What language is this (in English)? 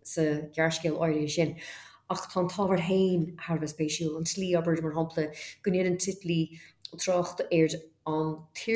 Irish